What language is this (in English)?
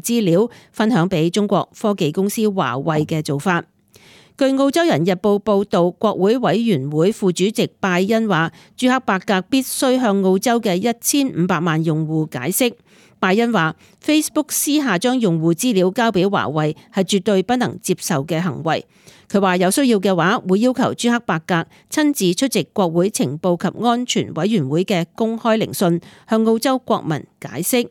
Cantonese